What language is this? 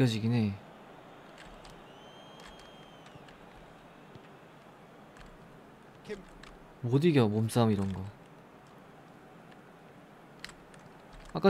Korean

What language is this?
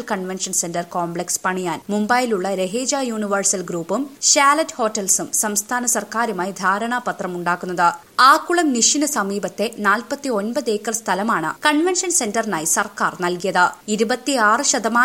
Malayalam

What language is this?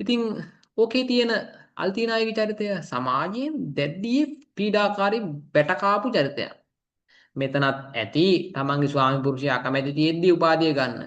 Sinhala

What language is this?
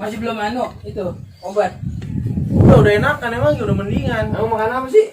Betawi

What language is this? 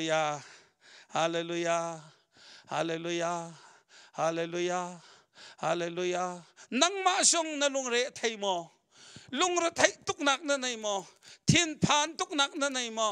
Hakha Chin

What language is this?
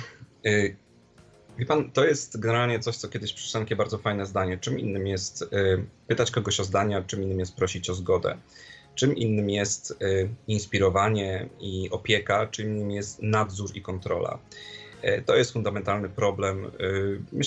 Polish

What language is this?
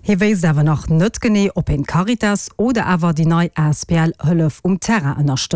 Luxembourgish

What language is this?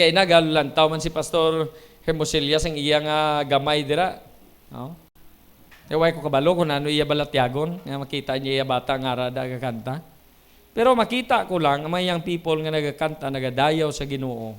Hiligaynon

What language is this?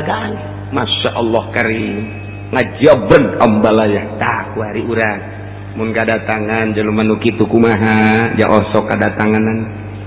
Sundanese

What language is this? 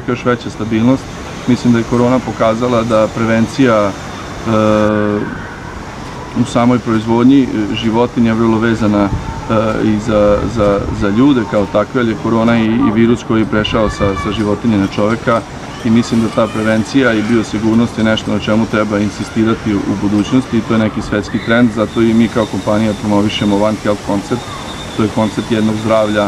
Serbian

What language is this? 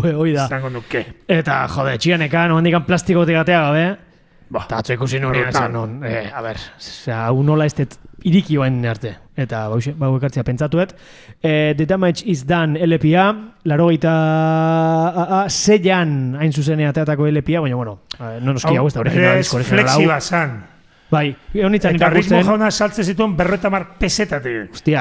Basque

